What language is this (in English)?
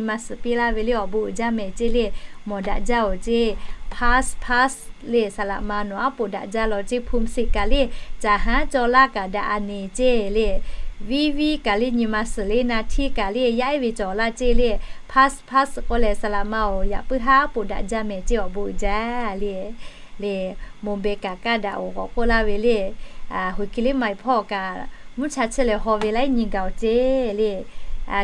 Lahu